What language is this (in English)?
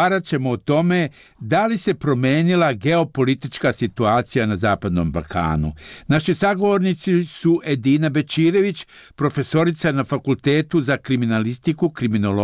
Bosnian